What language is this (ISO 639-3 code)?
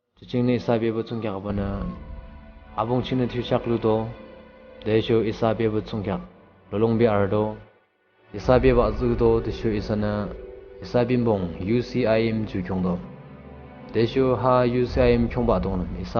yim